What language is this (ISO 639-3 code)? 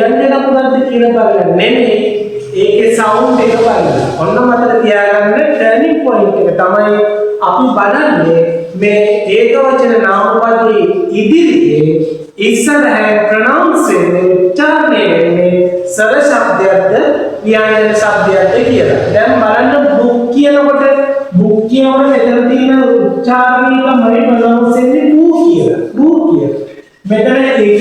sin